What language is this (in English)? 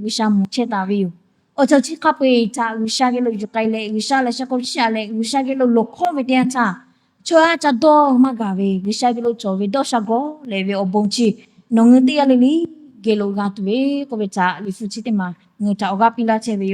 Lahu